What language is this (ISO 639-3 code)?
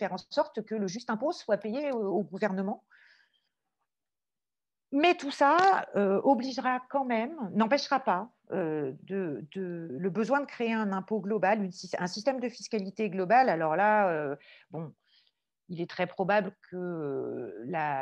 fra